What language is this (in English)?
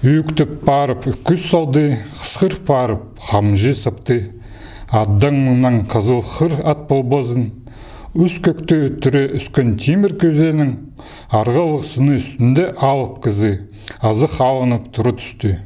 Khakas